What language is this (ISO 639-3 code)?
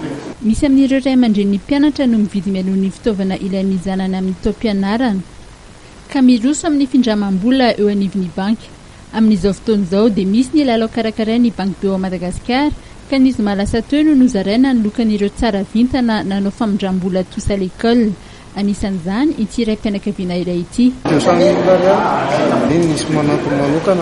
mlg